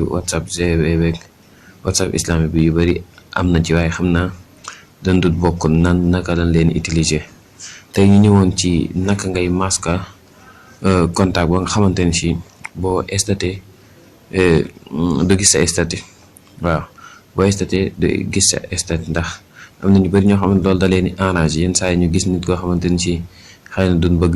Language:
Wolof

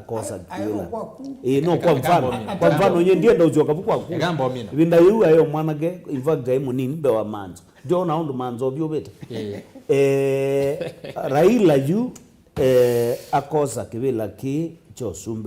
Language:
Kamba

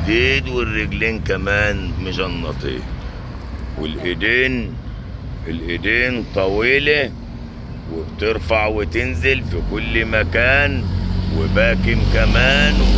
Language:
Egyptian Arabic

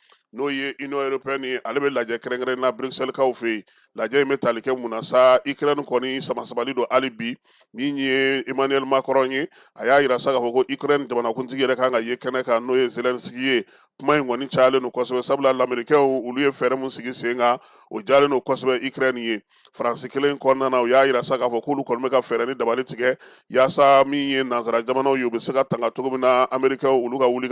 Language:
Bambara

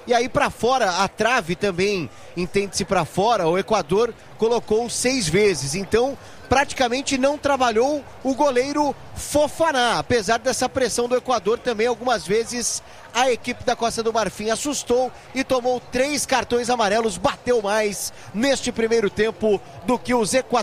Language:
Portuguese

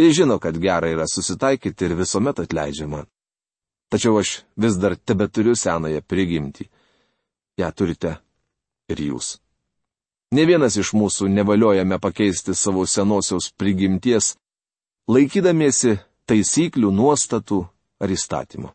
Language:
Lithuanian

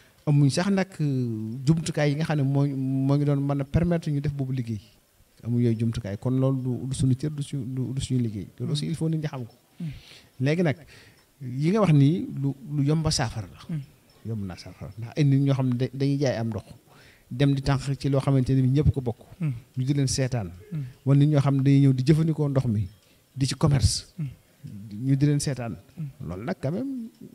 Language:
Wolof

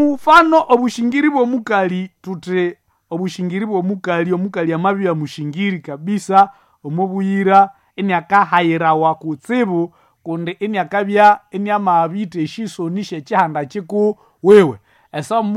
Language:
Nande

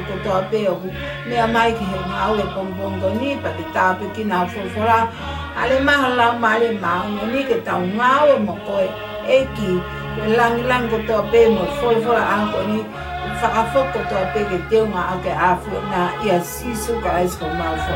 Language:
Tongan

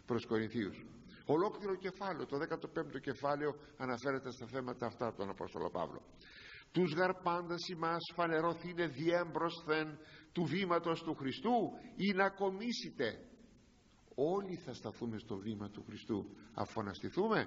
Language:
Greek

